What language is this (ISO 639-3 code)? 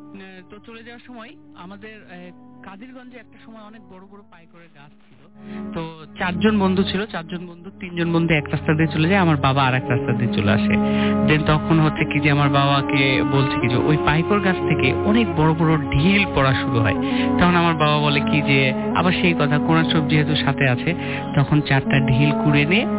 ben